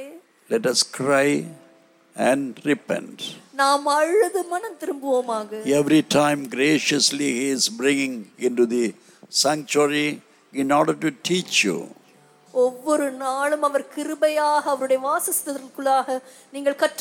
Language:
Tamil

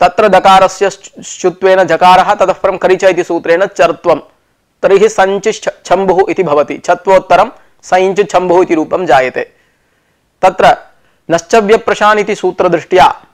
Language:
Sanskrit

